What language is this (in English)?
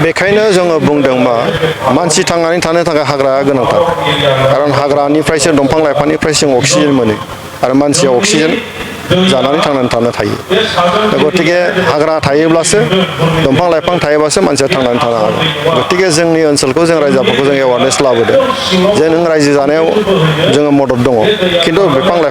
Bodo